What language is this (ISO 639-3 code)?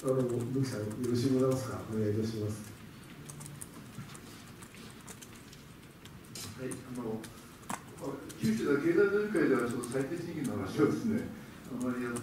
jpn